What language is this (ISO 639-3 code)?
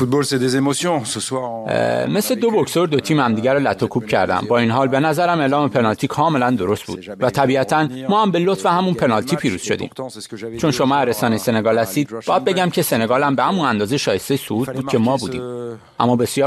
fas